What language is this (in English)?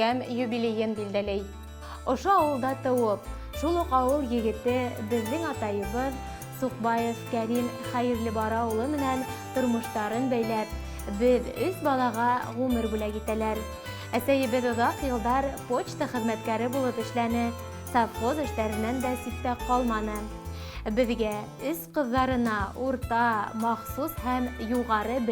Bashkir